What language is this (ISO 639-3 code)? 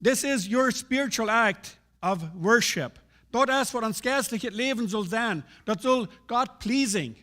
pdt